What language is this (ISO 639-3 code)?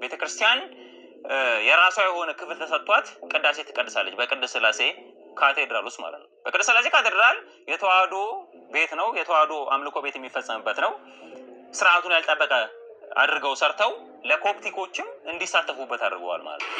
amh